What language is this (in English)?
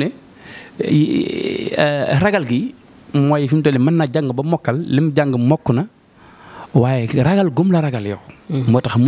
Wolof